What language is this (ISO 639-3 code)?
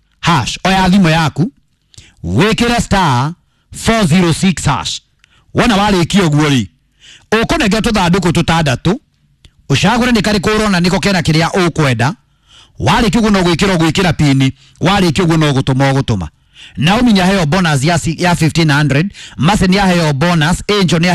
kik